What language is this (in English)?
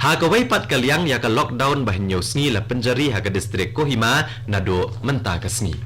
Khasi